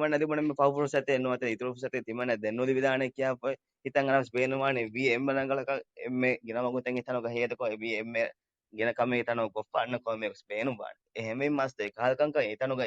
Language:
Divehi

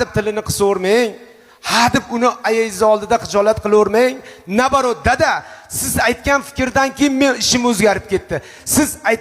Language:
Uzbek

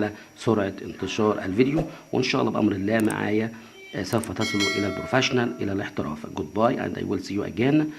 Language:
Egyptian Arabic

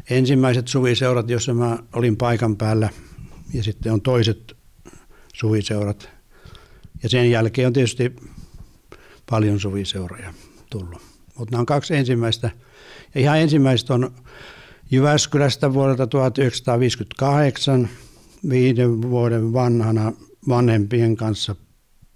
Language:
Finnish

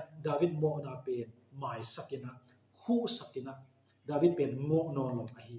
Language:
Tedim Chin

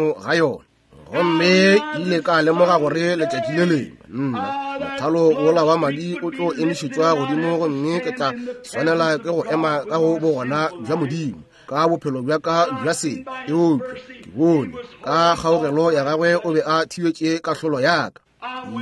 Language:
Northern Sotho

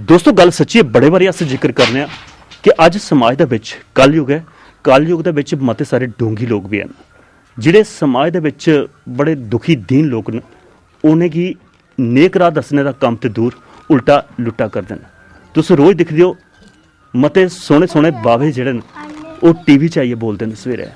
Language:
Dogri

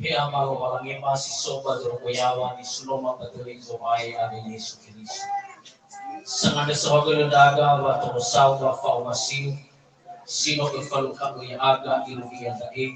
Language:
Nias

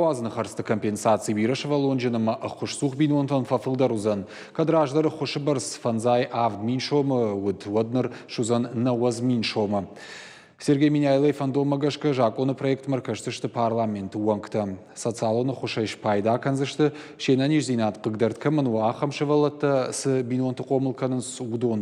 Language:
Ossetic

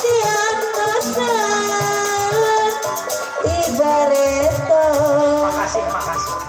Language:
Betawi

